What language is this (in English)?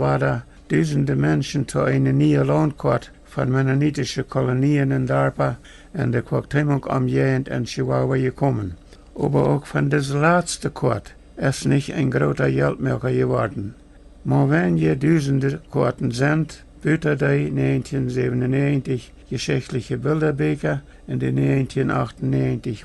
Plautdietsch